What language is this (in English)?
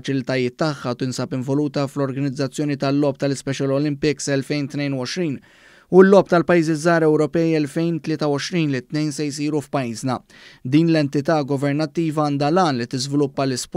Maltese